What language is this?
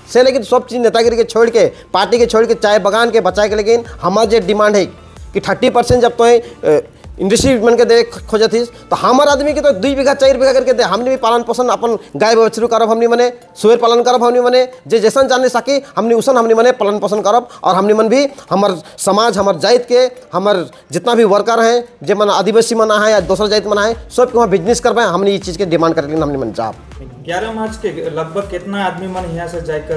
Sadri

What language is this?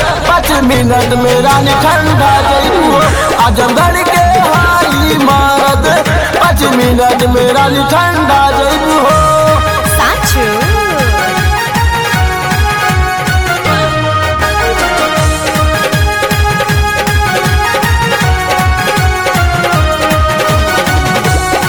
Bhojpuri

